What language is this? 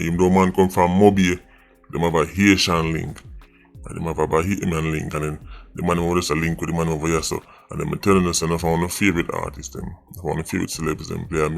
Jamaican Creole English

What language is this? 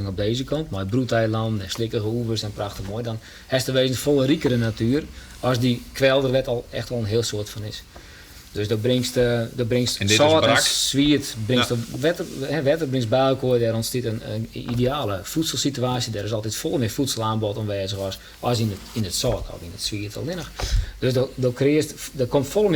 Western Frisian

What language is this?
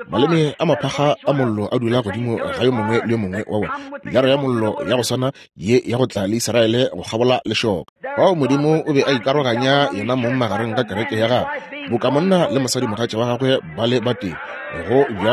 Northern Sotho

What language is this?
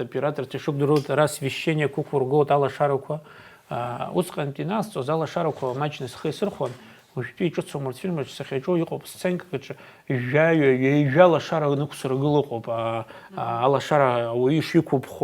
Abkhazian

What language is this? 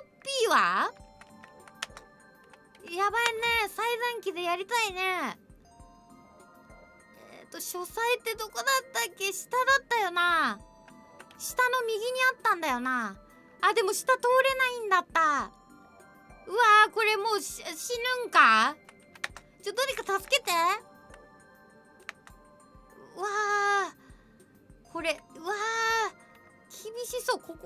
Japanese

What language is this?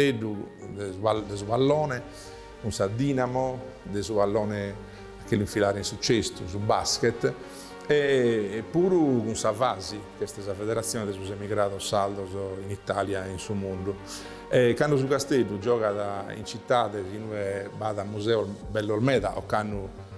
Sardinian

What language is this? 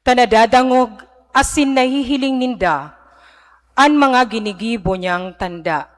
Bikol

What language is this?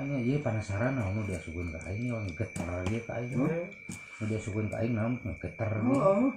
Sundanese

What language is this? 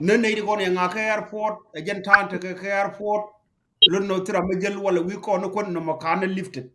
Nuer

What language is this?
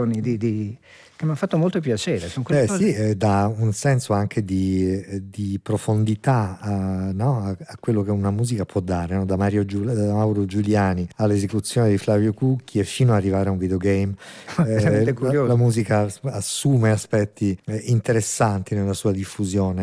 Italian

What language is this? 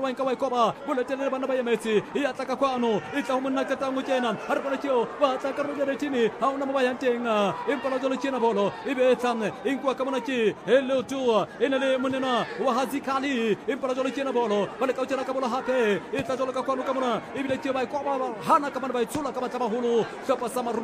Southern Sotho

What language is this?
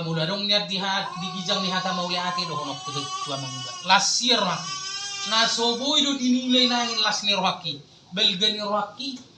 Batak Toba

